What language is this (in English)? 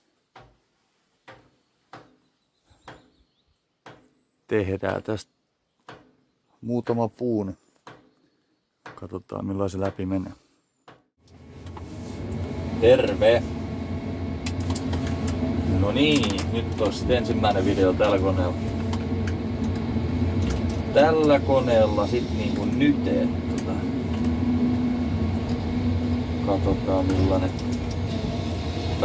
Finnish